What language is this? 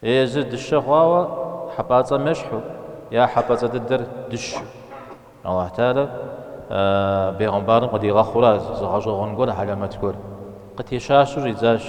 Kabardian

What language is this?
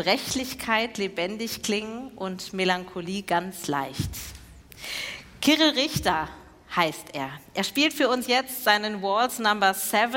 German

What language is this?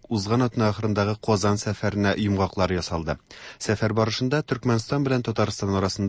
Tatar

